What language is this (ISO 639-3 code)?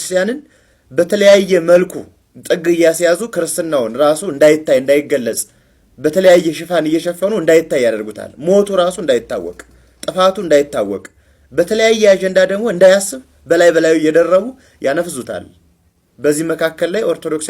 amh